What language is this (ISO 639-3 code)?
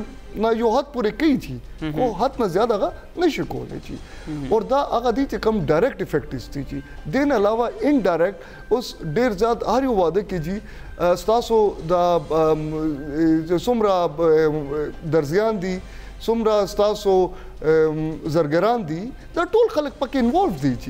pus